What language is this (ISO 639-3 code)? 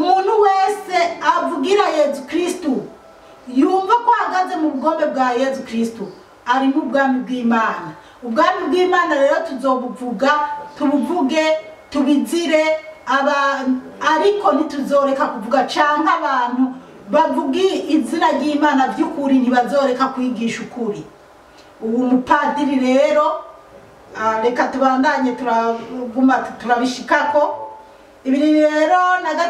run